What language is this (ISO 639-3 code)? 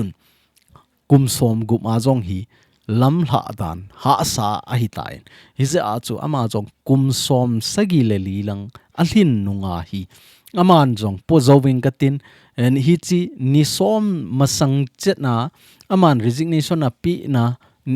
tcz